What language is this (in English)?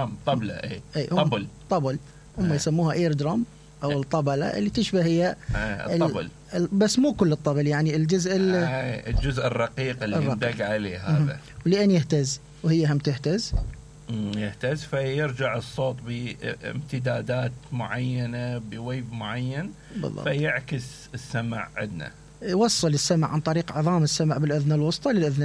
Mesopotamian Arabic